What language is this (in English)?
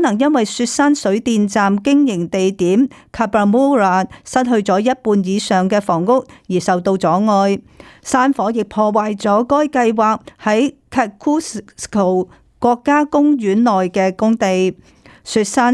Cantonese